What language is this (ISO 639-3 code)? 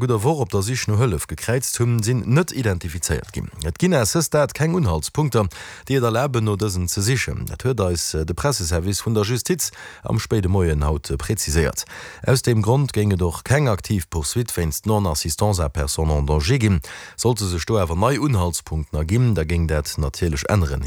ltz